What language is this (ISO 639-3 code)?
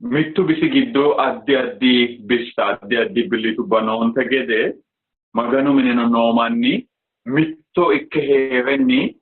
sid